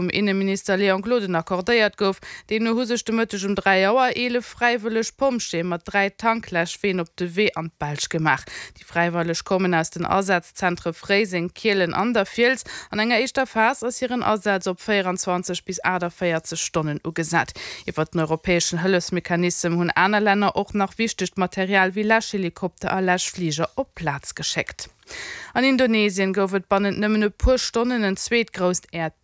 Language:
Luxembourgish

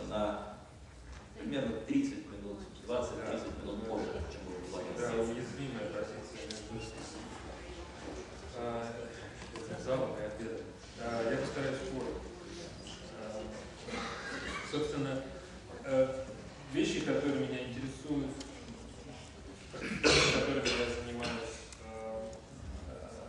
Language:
Russian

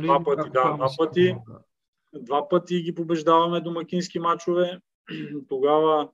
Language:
Bulgarian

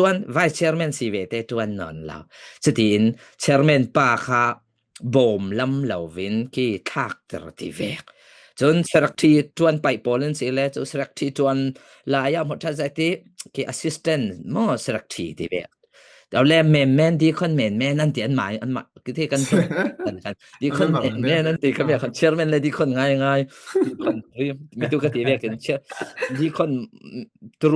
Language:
Falam Chin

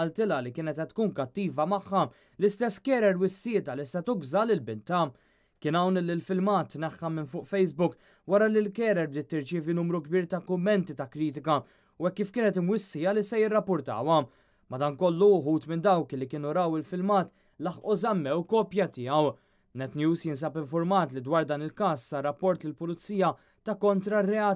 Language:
Maltese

